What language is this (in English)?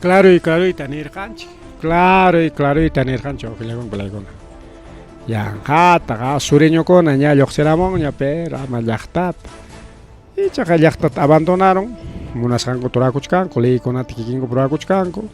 Ayacucho Quechua